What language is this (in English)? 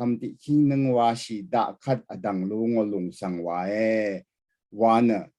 Rawang